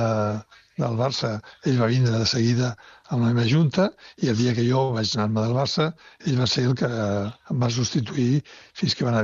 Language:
Catalan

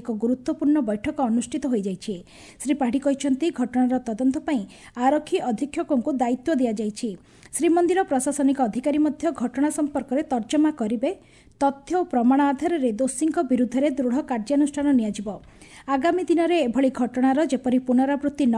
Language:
Odia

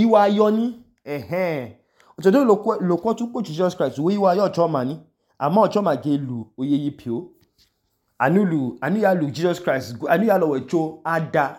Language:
Idoma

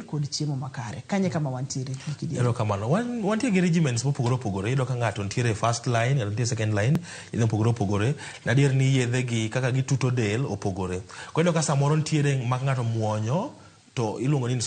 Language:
Luo (Kenya and Tanzania)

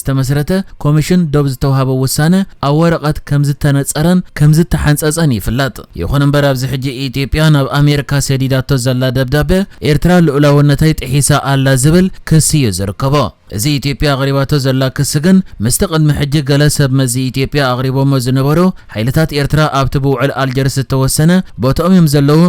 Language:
Tigrinya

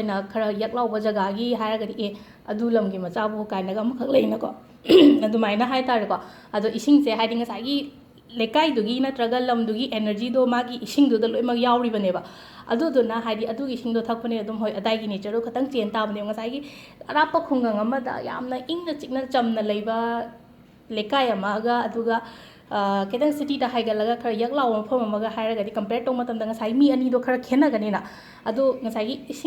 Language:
Manipuri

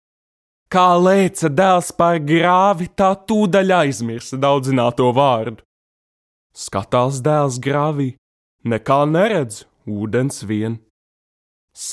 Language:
Latvian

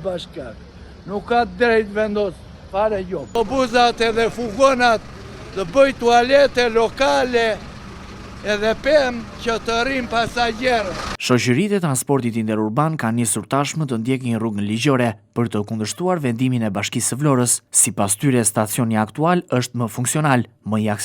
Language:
Albanian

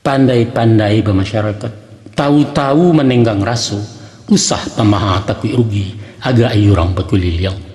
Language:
Minangkabau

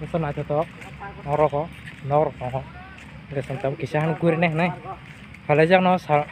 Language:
Kok Borok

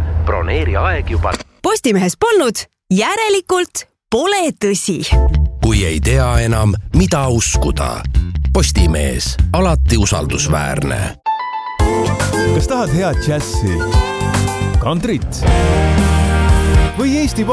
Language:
Estonian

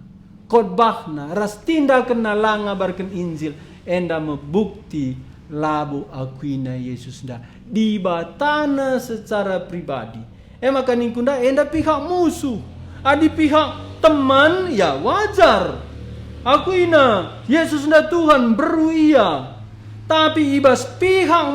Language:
Batak Karo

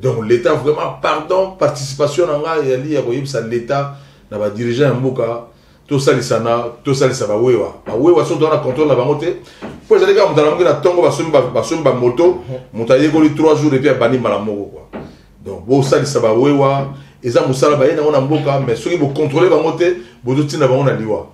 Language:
Lingala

